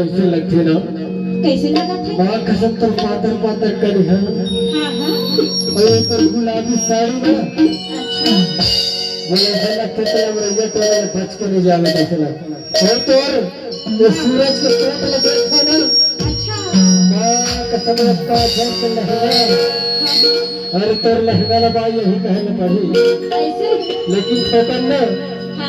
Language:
Chhattisgarhi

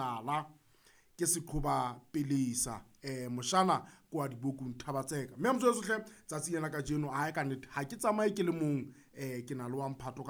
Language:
Southern Sotho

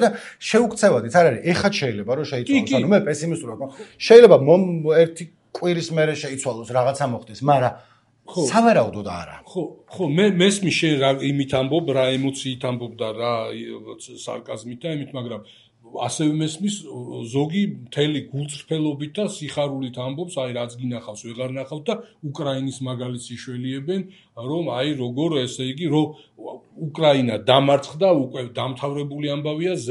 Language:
Georgian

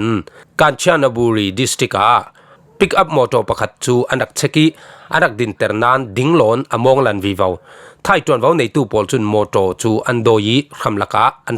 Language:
Falam Chin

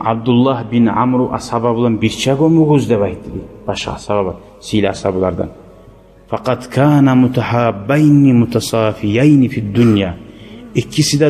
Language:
Kumyk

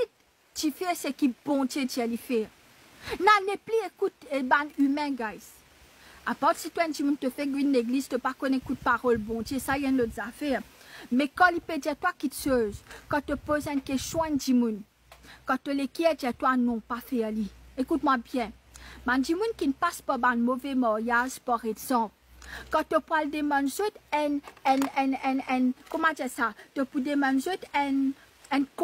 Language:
Morisyen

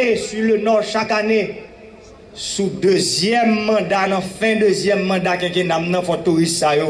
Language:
Haitian Creole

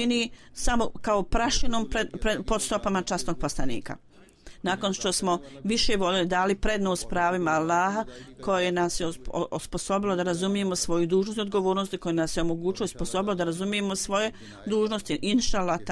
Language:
Bosnian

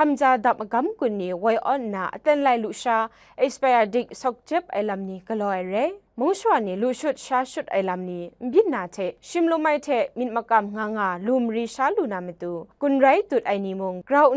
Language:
Kachin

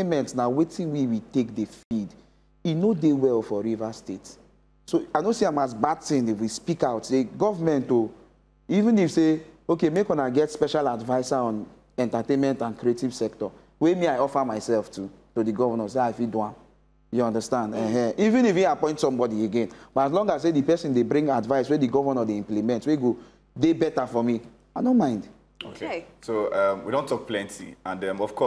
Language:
Nigerian Pidgin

